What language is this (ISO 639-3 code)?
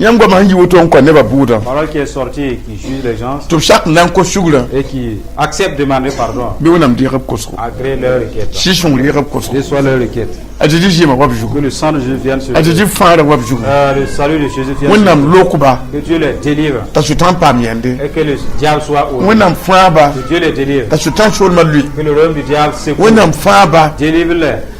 mos